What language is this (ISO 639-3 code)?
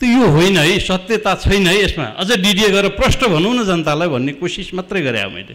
nep